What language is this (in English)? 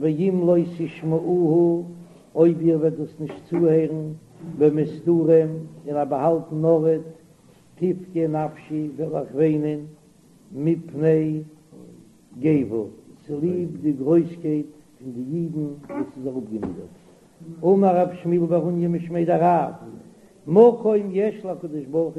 Yiddish